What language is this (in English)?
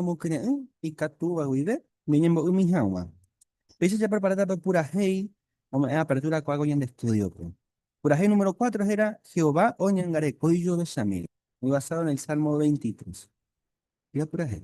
Guarani